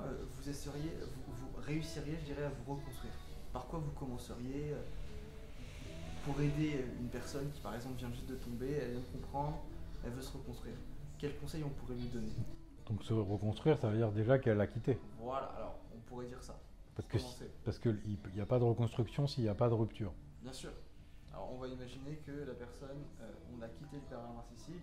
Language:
French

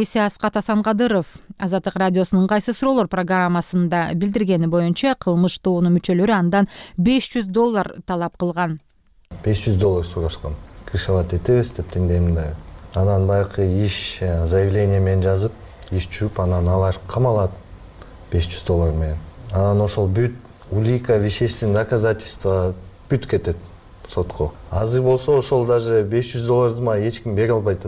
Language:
Kyrgyz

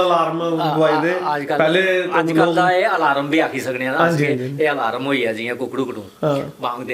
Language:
Dogri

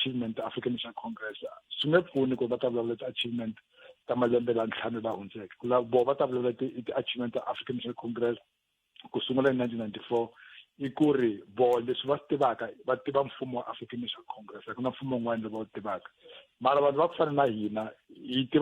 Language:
Tsonga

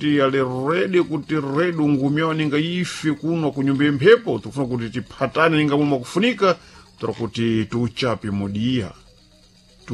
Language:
Sena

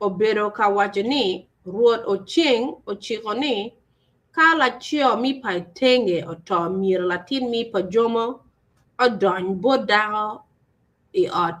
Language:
Acoli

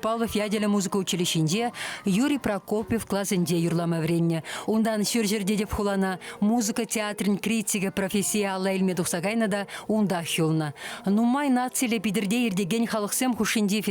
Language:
Chuvash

